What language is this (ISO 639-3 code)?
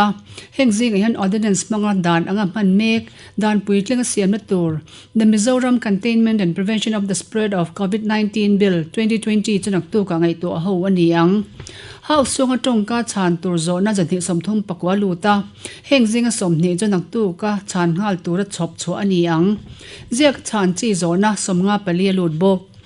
lus